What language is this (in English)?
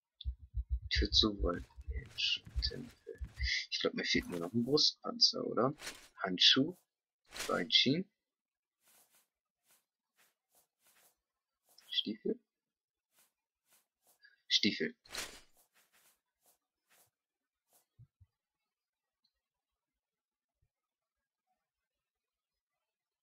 German